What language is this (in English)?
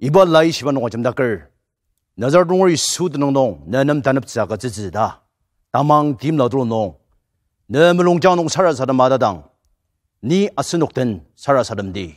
Ao Naga